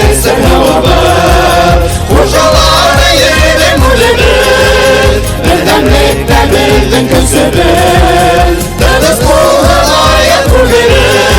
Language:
Bashkir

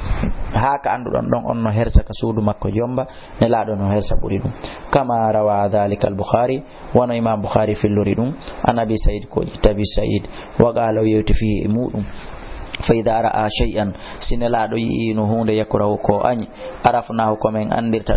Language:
Fula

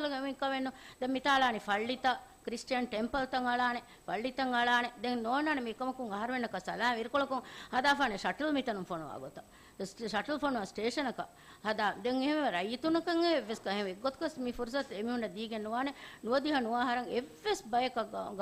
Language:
Divehi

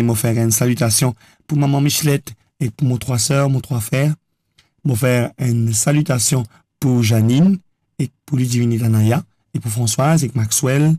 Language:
Morisyen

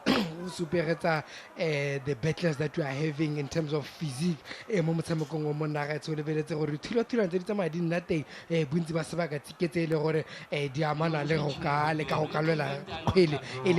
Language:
Tswana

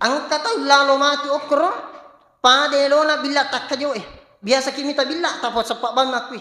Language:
Buginese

